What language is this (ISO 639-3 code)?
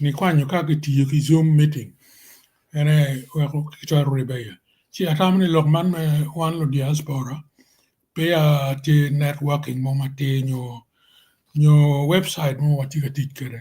ach